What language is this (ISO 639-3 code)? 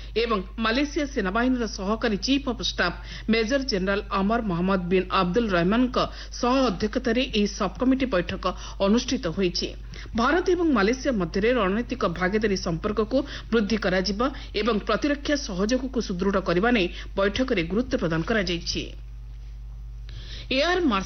ori